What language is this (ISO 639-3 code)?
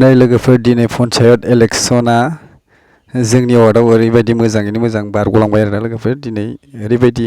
brx